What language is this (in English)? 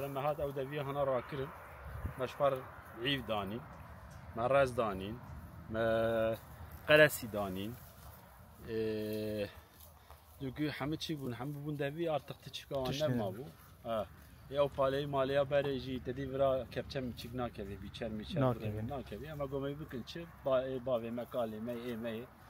Kurdish